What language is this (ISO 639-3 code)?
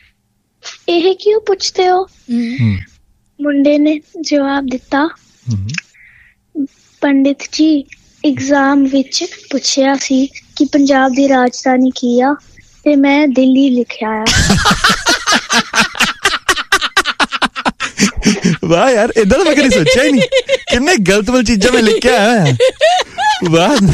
pan